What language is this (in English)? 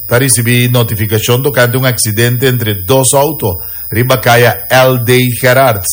Papiamento